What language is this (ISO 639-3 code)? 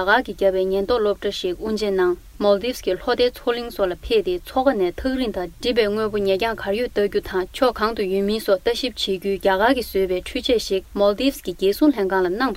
bod